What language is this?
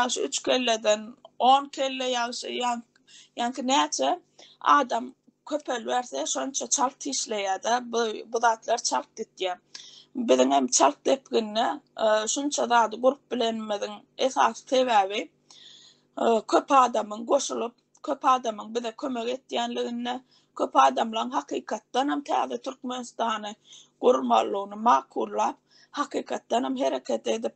Turkmen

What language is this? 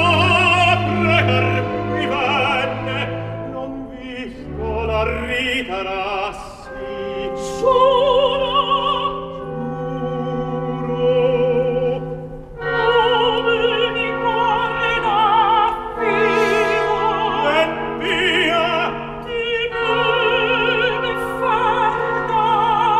Italian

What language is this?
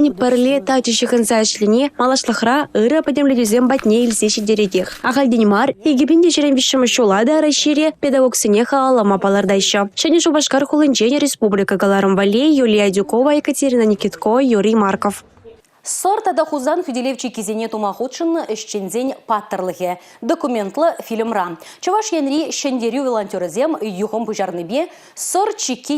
Chuvash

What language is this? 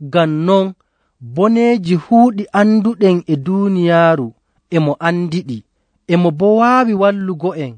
Nigerian Fulfulde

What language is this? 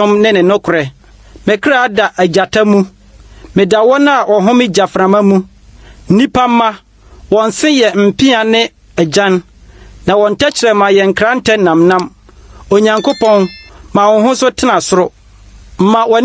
Akan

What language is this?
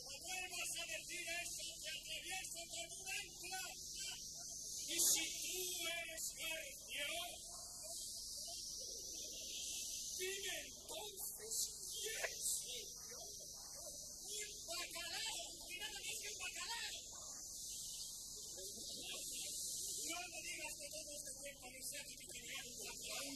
Spanish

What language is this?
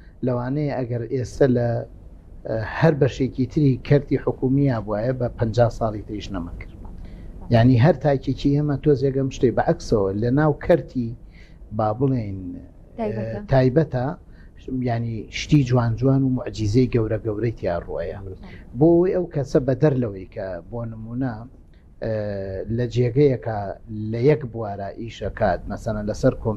Central Kurdish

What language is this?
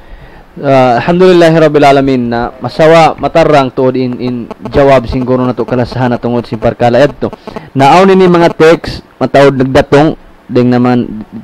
Tausug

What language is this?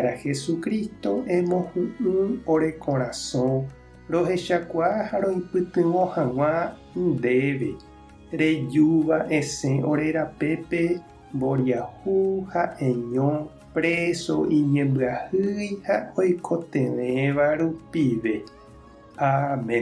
Guarani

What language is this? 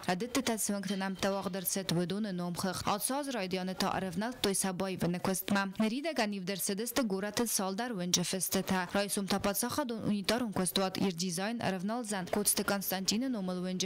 Ossetic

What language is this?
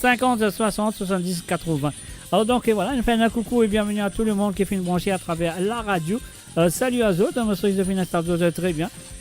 Morisyen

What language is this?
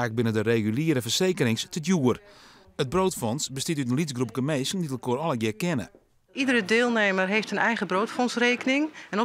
Western Frisian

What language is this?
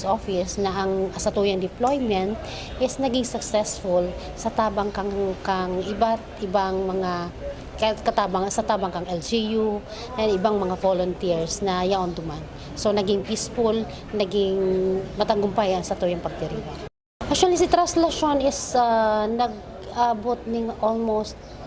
Bikol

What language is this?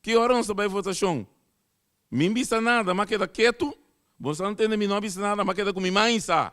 Papiamento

